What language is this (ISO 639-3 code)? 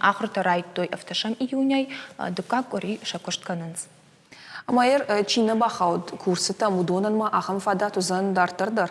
oss